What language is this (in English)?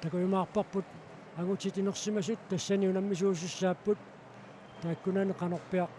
Kalaallisut